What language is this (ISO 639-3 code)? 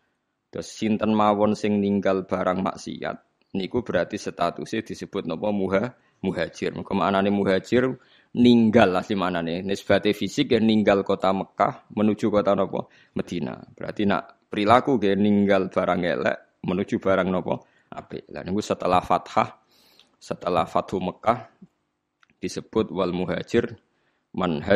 jav